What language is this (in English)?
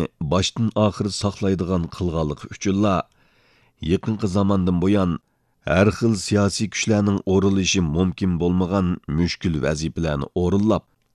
Uyghur